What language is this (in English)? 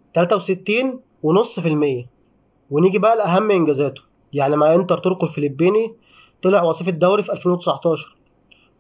Egyptian Arabic